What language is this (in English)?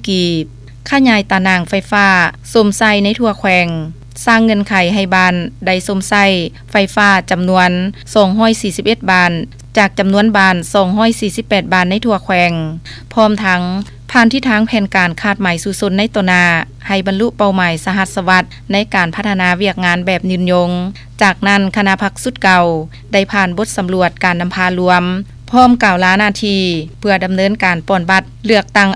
Lao